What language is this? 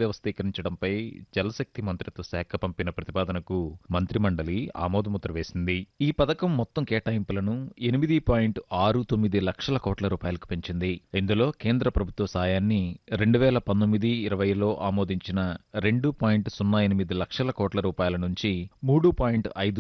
Telugu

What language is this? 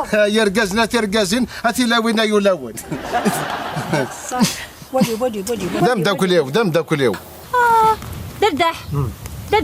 Kabyle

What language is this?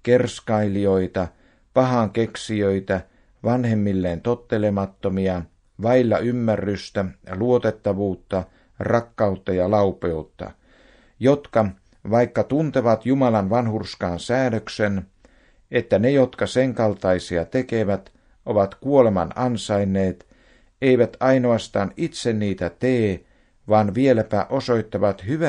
Finnish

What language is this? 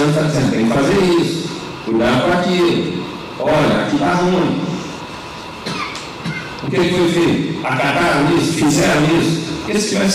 Portuguese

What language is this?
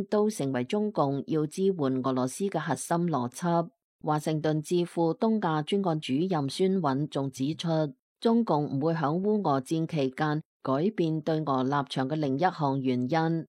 Cantonese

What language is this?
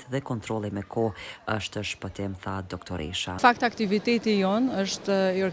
Albanian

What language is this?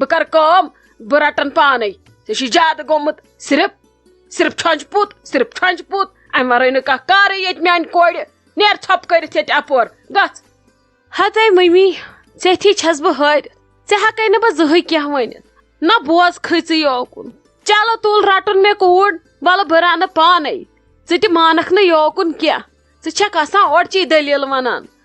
Kashmiri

